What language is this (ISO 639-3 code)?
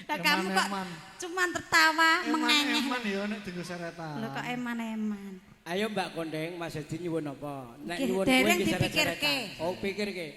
jav